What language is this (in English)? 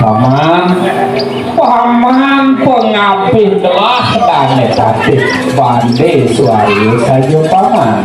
Balinese